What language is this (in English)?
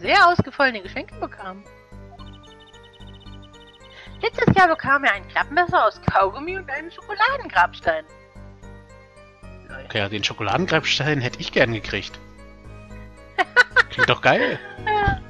German